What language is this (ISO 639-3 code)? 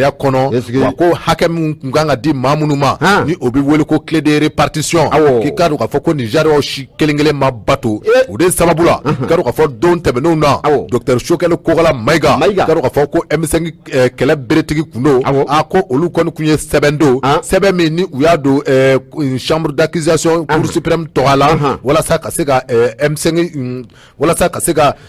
bam